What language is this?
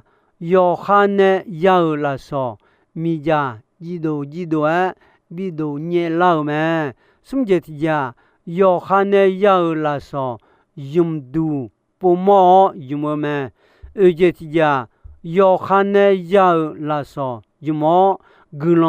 Akha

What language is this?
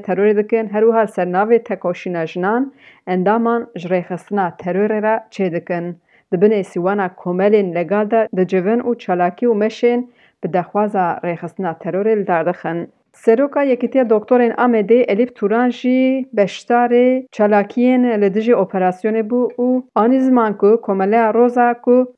Kurdish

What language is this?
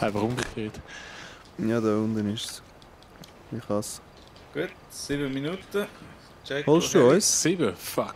Swiss German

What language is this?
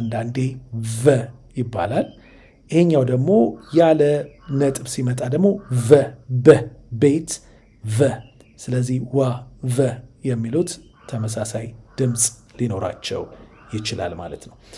Amharic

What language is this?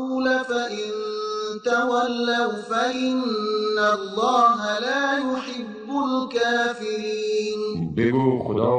Tajik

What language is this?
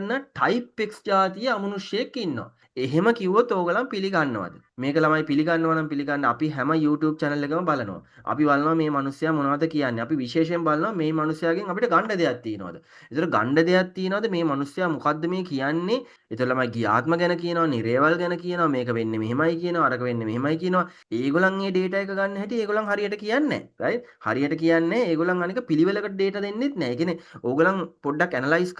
Sinhala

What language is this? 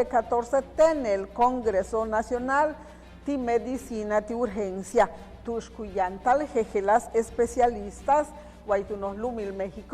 Yucateco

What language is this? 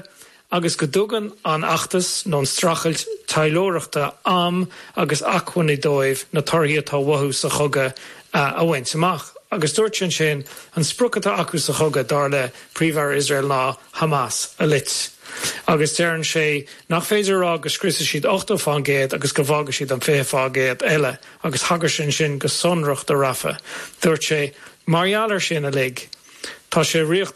Irish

